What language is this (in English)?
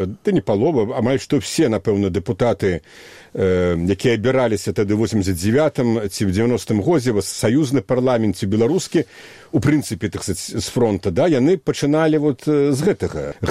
Belarusian